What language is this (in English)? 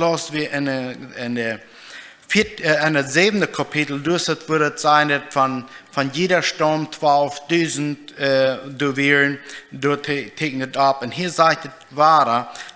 Plautdietsch